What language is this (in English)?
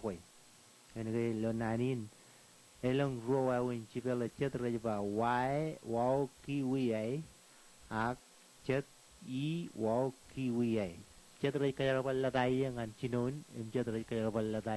Marshallese